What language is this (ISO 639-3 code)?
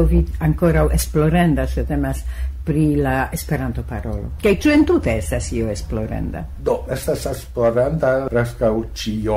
epo